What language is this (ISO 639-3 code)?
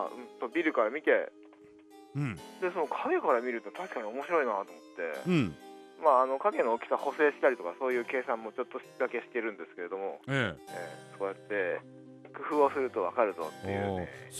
jpn